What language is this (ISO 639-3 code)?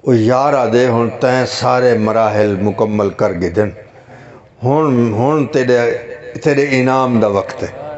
skr